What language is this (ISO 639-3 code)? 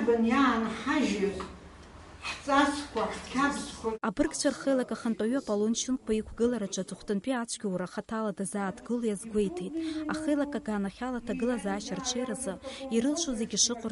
abk